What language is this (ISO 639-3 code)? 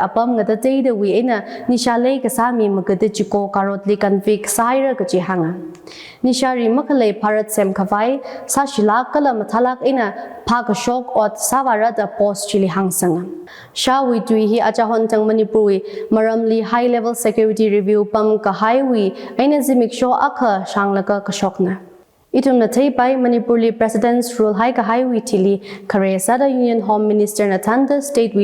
nmf